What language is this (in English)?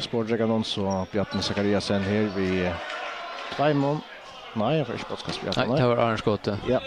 Faroese